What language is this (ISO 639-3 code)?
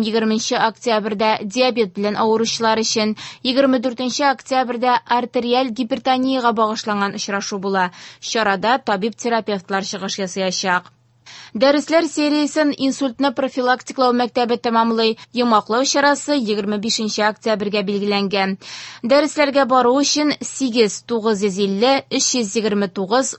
tat